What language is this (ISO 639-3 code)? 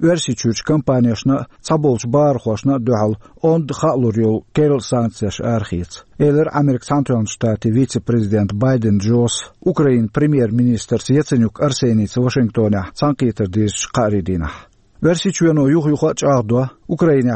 che